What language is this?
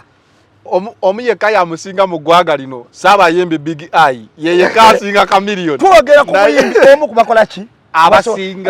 Ganda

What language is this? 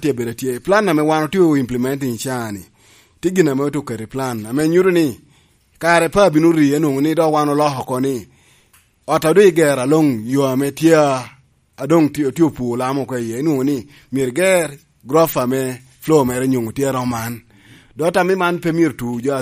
Lango (Uganda)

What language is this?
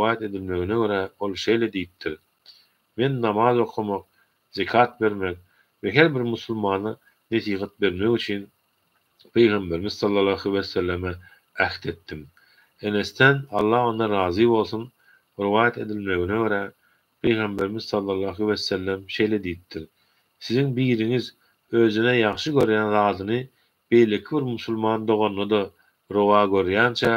Turkmen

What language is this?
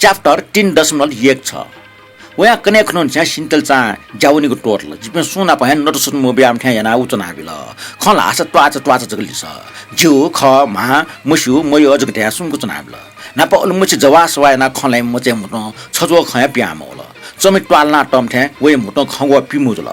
Newari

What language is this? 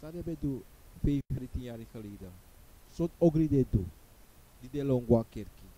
Sranan Tongo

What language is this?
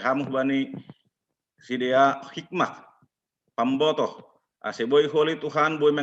Batak Simalungun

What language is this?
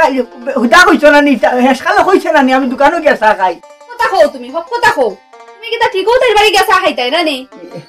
Sylheti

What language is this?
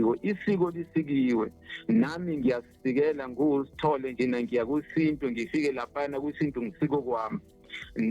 Zulu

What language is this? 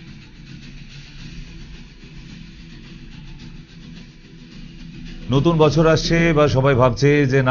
Bangla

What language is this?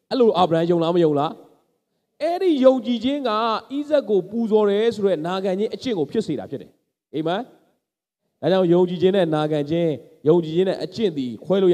Burmese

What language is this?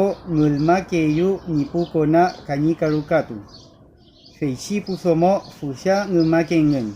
Mapuche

